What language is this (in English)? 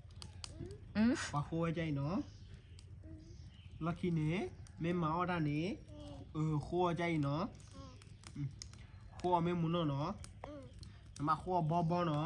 S'gaw Karen